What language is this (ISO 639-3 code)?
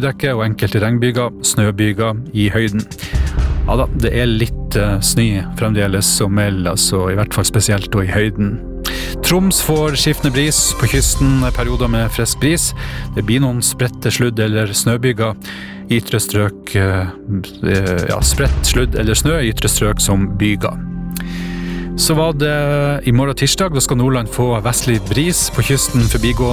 nor